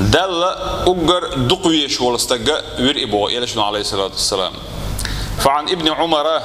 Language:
Chechen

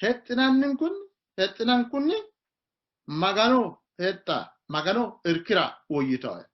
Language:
Sidamo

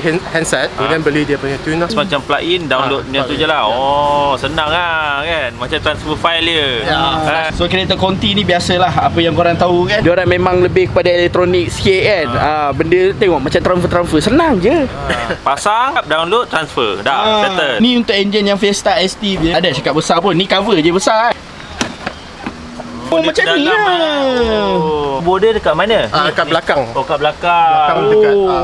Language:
Malay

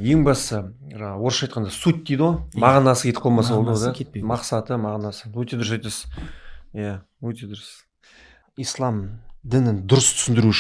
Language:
Kazakh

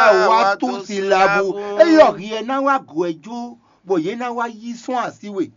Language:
Fon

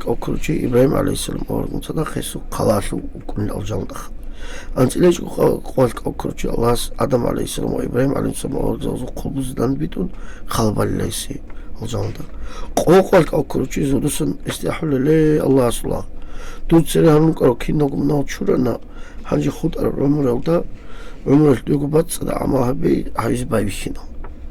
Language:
Avaric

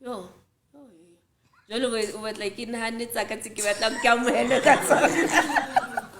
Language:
Southern Sotho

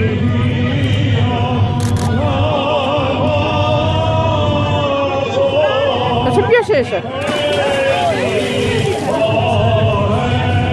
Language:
Greek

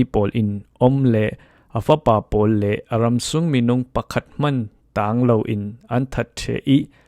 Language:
Falam Chin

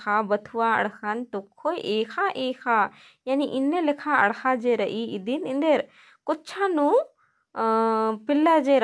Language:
Kurukh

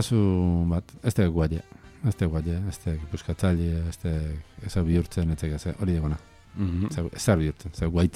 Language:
Basque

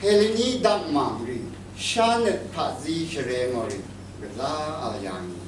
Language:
Rawang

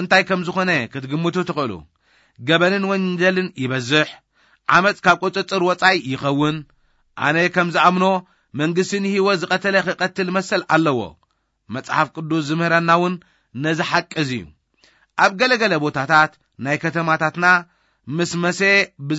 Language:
Tigrinya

